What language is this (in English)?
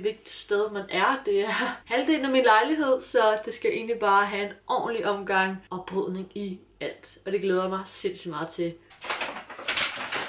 Danish